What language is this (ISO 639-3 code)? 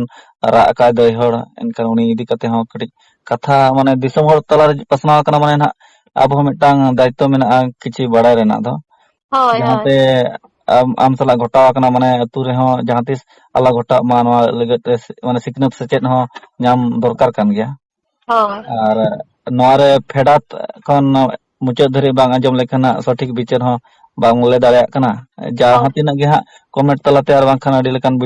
sat